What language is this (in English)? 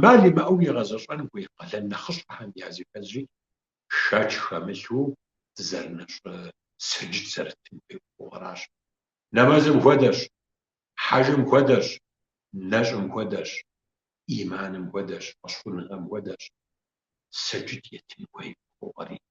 Kabardian